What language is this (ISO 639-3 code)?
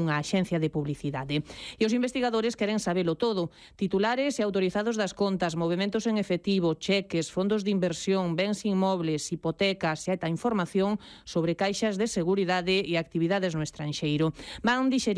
glg